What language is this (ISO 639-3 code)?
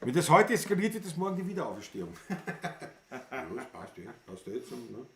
bar